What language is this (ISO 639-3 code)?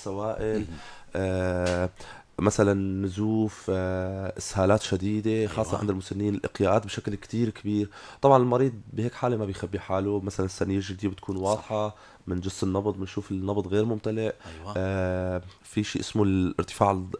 apc